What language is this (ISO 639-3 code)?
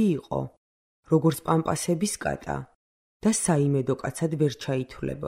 kat